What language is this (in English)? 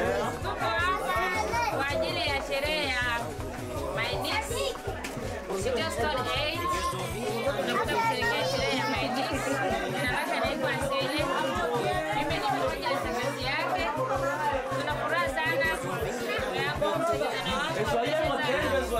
Swahili